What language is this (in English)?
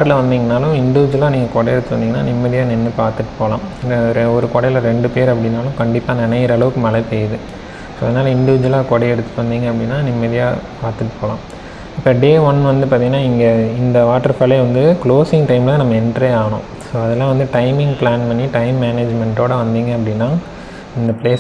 Tamil